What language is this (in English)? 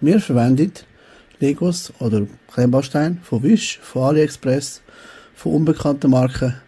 Swiss German